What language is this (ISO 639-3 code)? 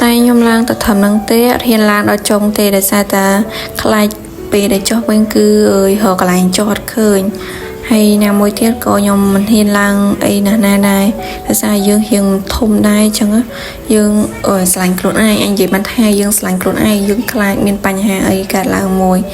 khm